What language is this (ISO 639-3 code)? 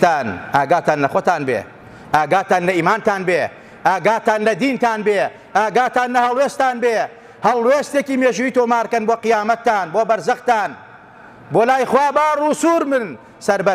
ckb